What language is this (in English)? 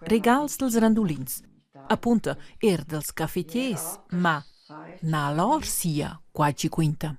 Romansh